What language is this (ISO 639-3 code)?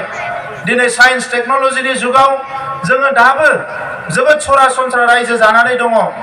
brx